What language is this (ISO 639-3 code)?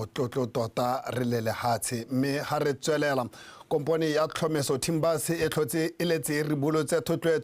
tsn